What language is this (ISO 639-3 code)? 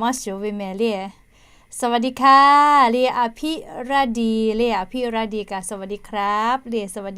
lhu